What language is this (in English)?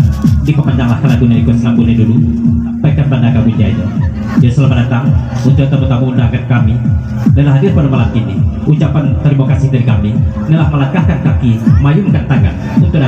Minangkabau